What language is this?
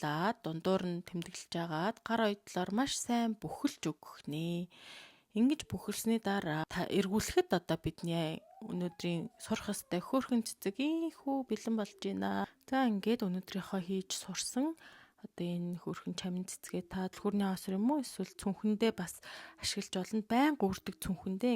Mongolian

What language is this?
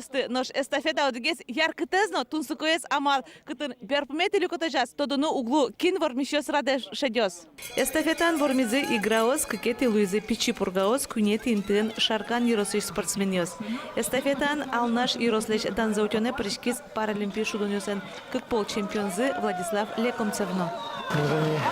Udmurt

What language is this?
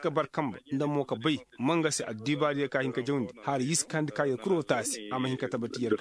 Koyraboro Senni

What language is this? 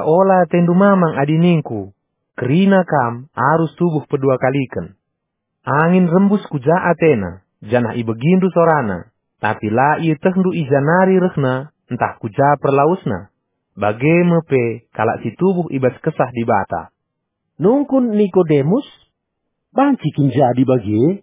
Batak Karo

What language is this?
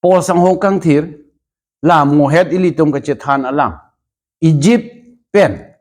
Karbi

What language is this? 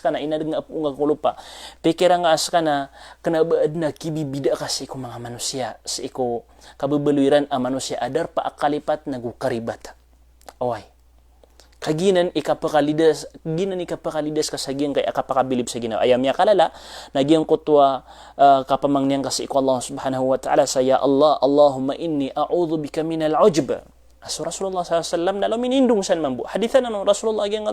Maranao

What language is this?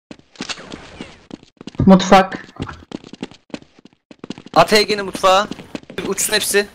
Turkish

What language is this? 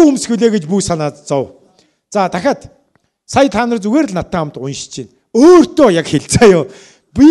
Mongolian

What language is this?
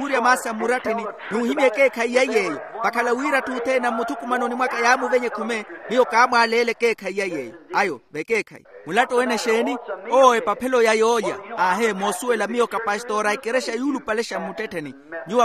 Makhuwa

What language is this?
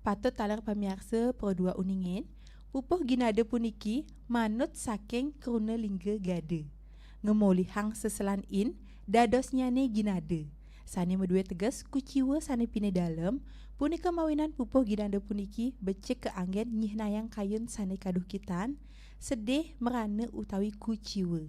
Balinese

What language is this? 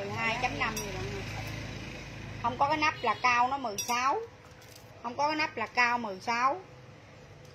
Vietnamese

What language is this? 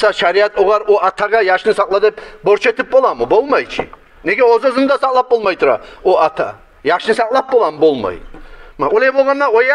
Kumyk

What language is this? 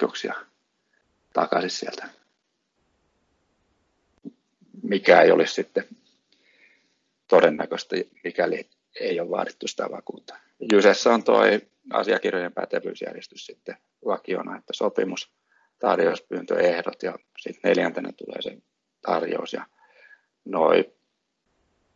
Finnish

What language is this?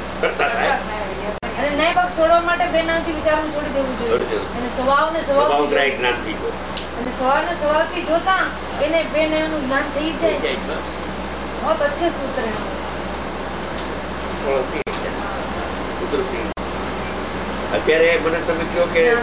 Gujarati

